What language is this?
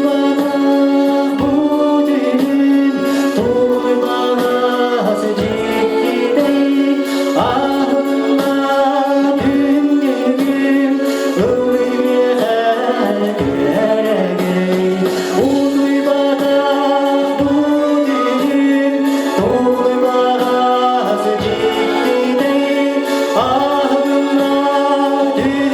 Yakut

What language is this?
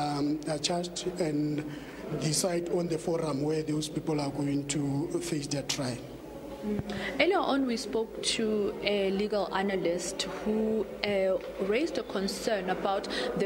English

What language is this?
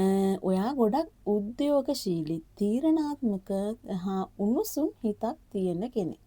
Sinhala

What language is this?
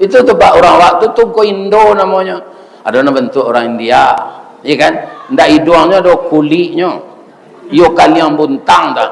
Minangkabau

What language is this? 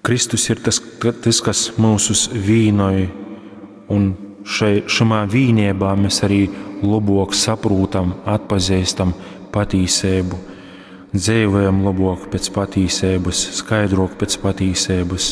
Latgalian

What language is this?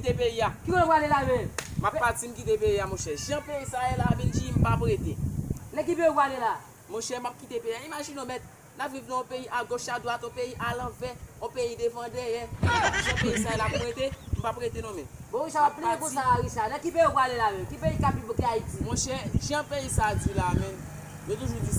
Haitian Creole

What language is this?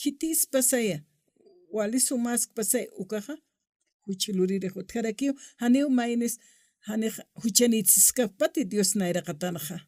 Aymara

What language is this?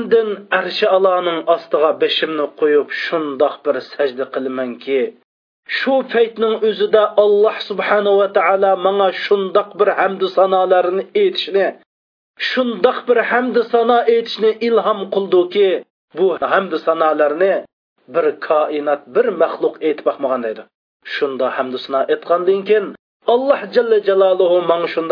Uyghur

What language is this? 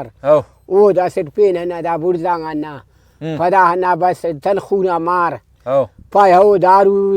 Brahui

